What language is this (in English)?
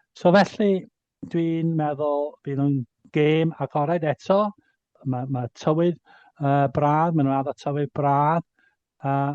Welsh